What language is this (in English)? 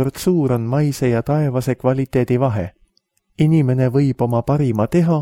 Estonian